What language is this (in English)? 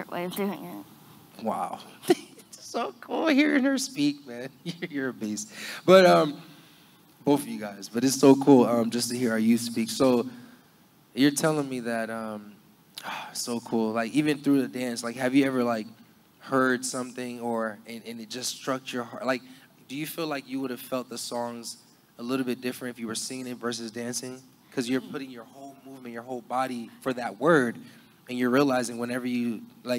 English